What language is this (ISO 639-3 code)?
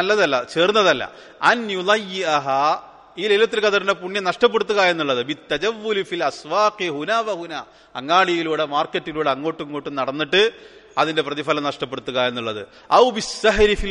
mal